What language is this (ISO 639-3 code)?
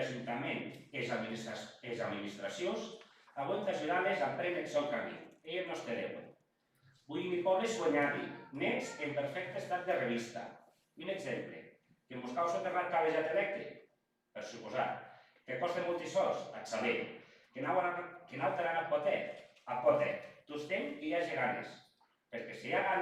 oci